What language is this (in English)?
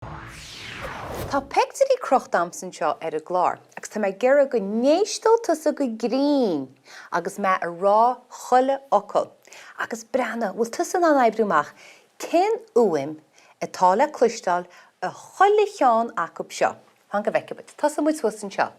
Irish